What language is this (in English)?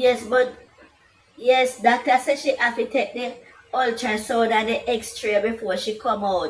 Jamaican Creole English